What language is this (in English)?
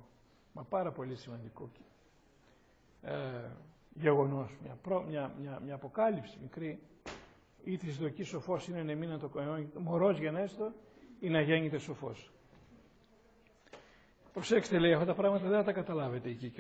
Greek